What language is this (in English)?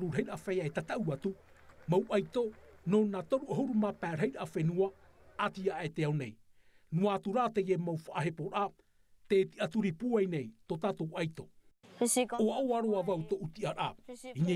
Tahitian